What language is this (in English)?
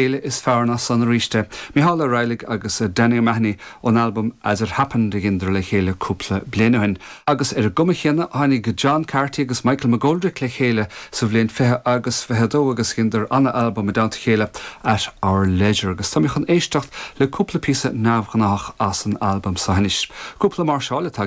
Irish